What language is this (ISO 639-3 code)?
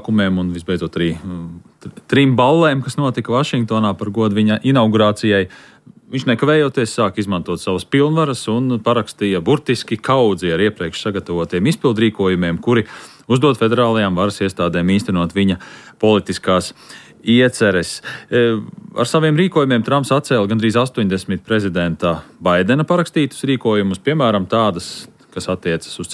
lav